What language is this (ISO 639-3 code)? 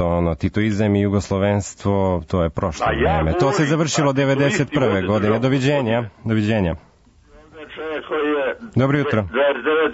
srp